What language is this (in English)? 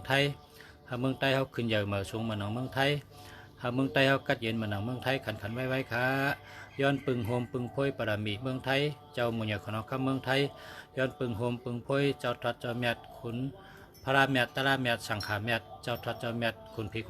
Shan